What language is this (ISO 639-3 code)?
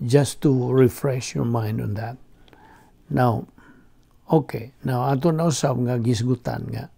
ceb